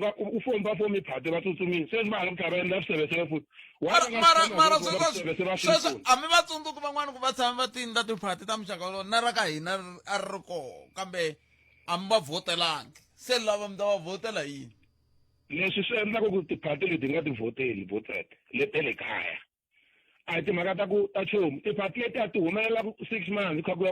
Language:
Tsonga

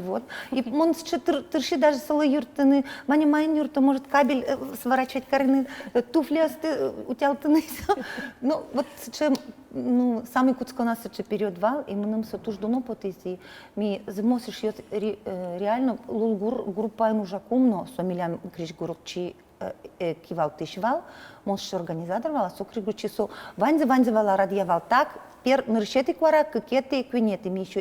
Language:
Udmurt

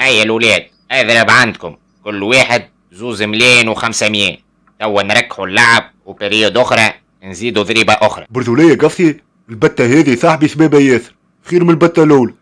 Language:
Tunisian Arabic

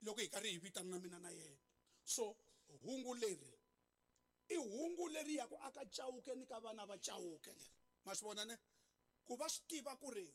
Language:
Tsonga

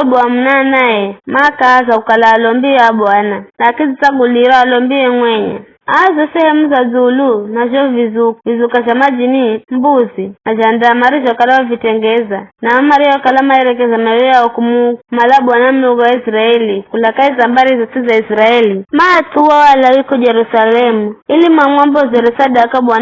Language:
Giryama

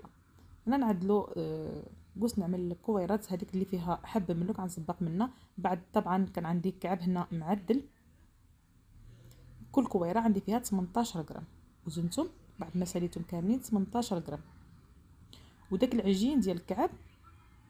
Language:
Moroccan Arabic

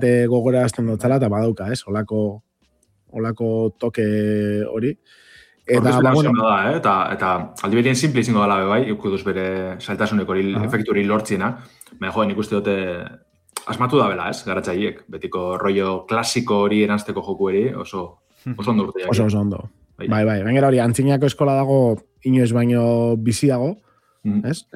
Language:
Basque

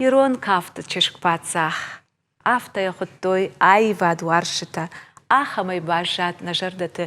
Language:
Ossetic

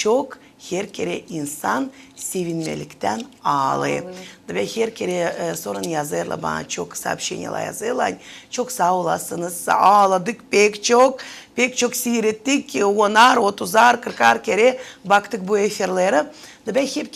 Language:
Gagauz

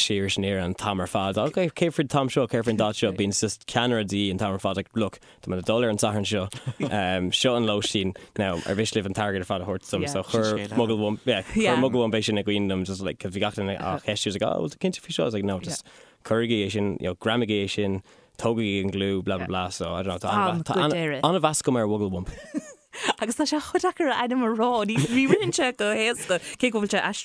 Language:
Irish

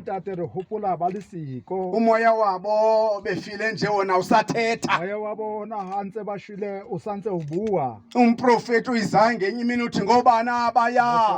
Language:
Southern Sotho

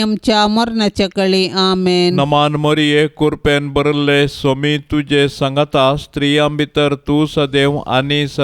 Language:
Konkani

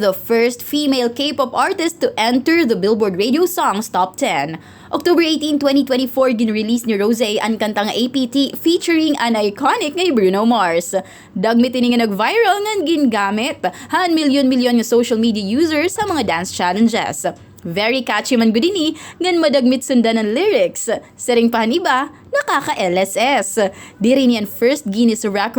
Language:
Waray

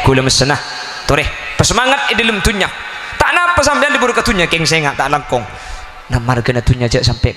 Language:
Madurese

